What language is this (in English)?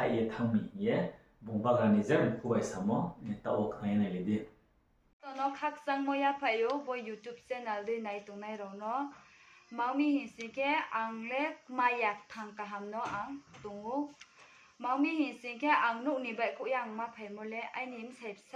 Riang (India)